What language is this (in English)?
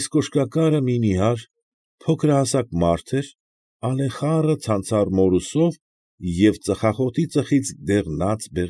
Armenian